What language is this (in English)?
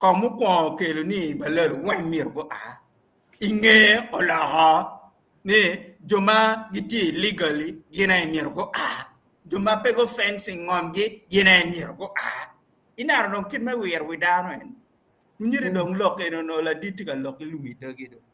Acoli